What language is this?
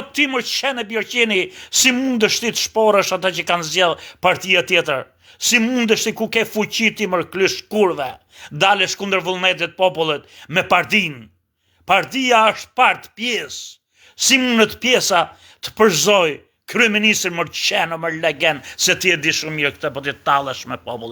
Albanian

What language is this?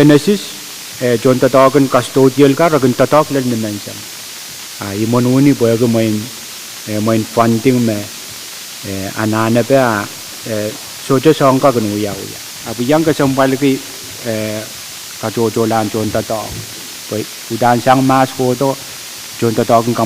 Pohnpeian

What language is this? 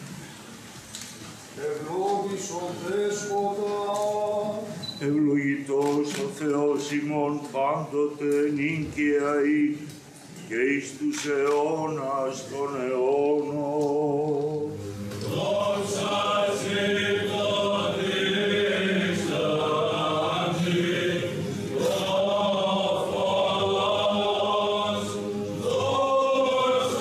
Greek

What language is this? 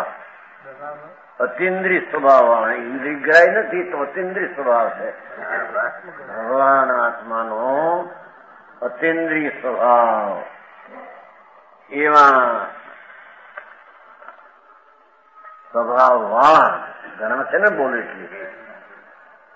Gujarati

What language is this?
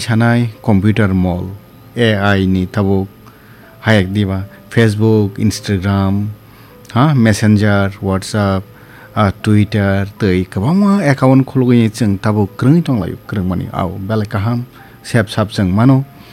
Kok Borok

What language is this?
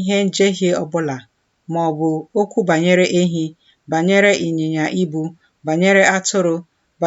Igbo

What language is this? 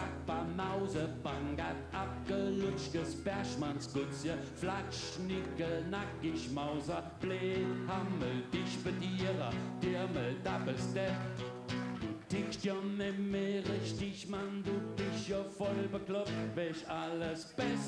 Palatine German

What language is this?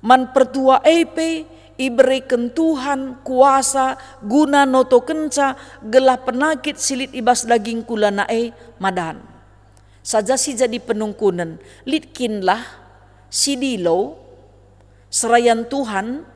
Batak Karo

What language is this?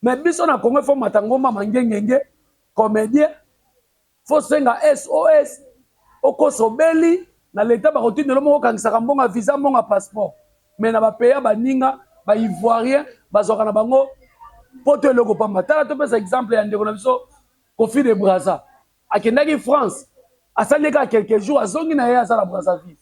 Lingala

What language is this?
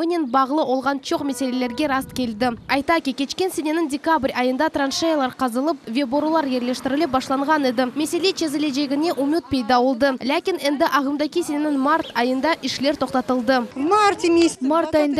Crimean Tatar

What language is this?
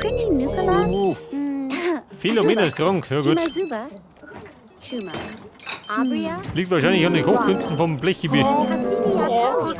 Bavarian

